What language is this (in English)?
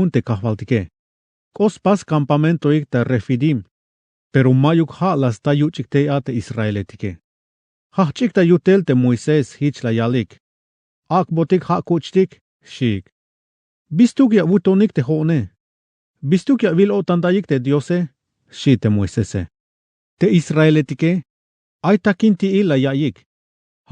Tzeltal